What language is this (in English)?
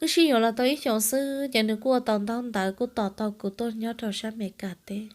Hmong